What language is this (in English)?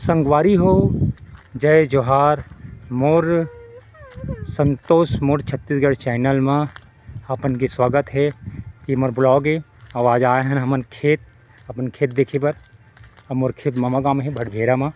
Chhattisgarhi